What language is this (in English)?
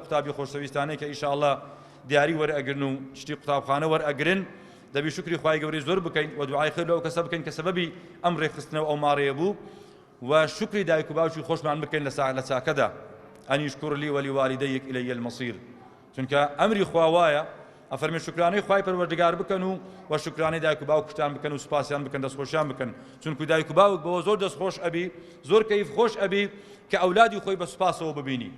Central Kurdish